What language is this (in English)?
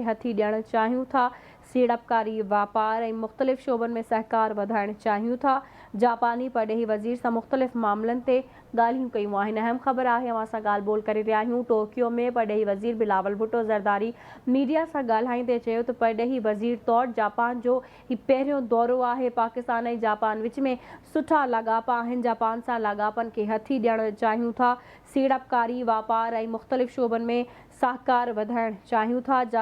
Sindhi